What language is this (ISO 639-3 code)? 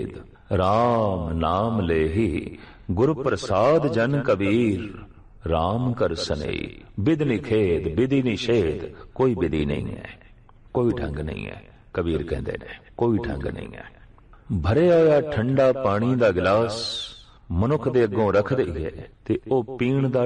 pan